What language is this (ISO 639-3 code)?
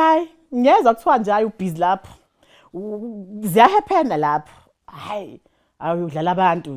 zul